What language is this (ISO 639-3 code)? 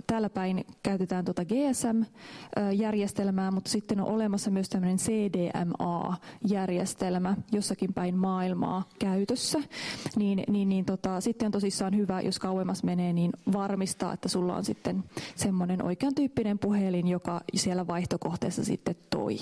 fin